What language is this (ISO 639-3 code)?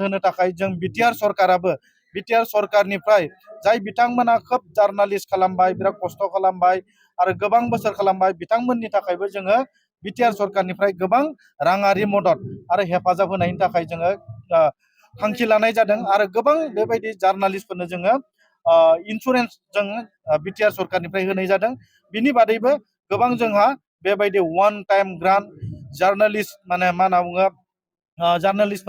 brx